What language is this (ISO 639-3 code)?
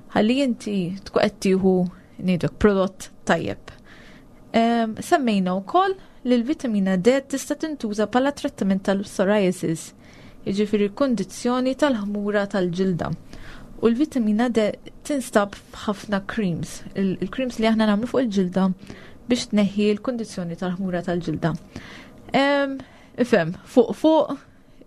mlt